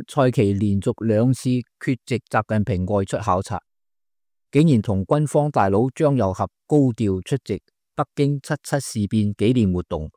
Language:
Cantonese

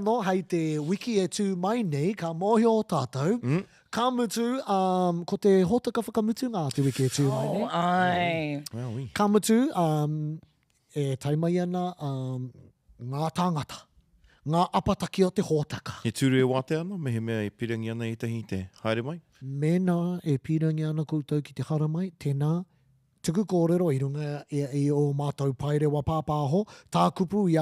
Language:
Māori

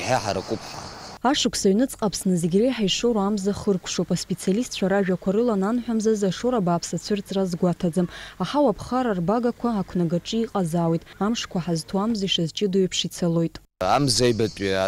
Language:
Abkhazian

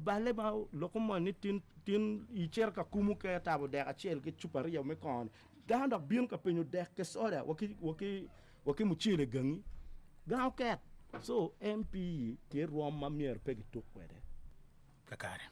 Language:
Acoli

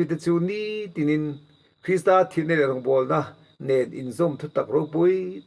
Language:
Mizo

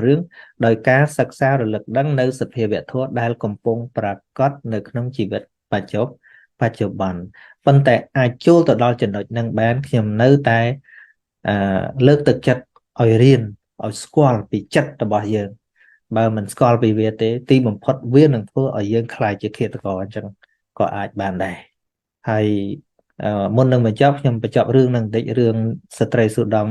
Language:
Khmer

